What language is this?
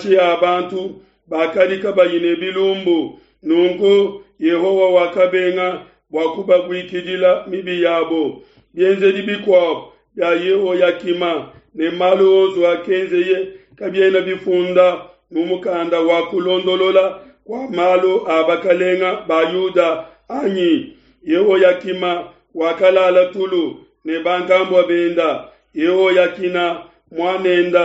Luba-Lulua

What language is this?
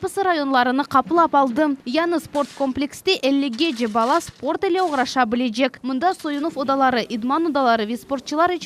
Crimean Tatar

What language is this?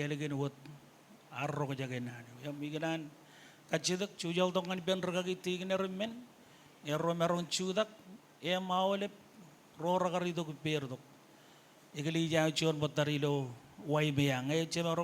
Marshallese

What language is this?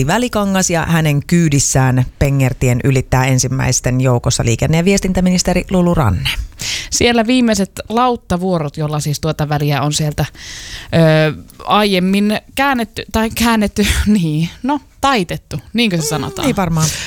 Finnish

